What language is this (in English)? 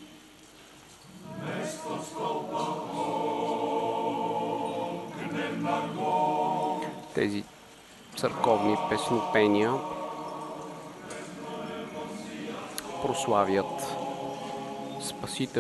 Bulgarian